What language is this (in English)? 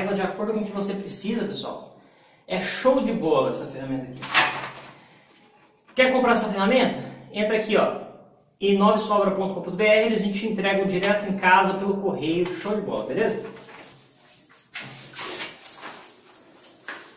Portuguese